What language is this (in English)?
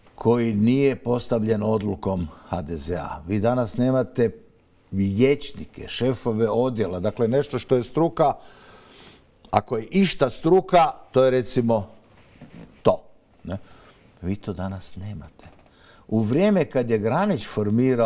Croatian